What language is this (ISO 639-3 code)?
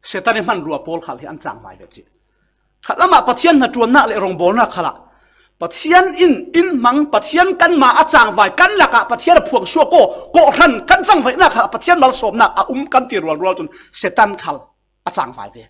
cfm